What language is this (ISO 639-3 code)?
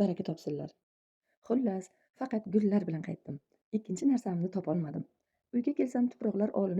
uzb